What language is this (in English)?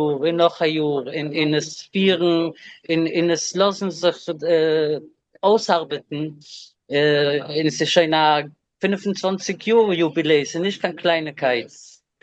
Yiddish